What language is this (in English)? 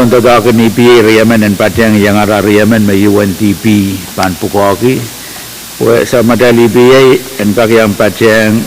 Pohnpeian